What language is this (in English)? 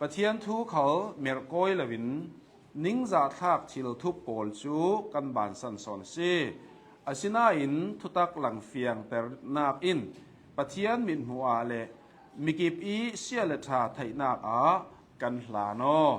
Hakha Chin